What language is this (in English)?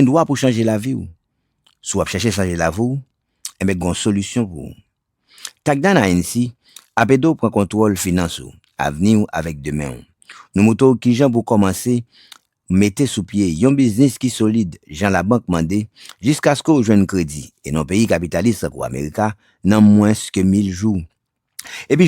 Haitian Creole